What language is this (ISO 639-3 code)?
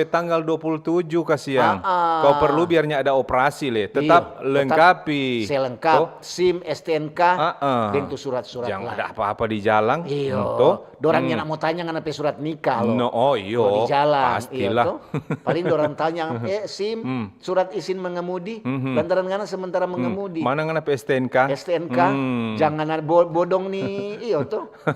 xmm